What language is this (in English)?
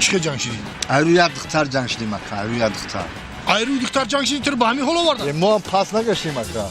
Tajik